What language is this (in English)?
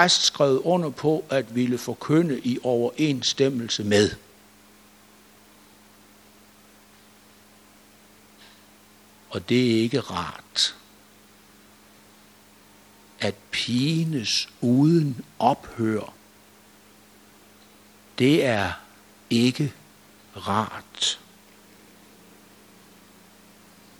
Danish